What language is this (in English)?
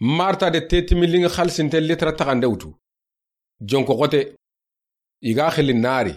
Soninke